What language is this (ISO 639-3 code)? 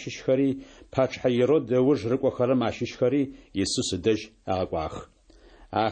ady